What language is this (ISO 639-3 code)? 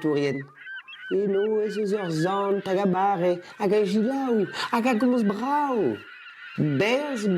bre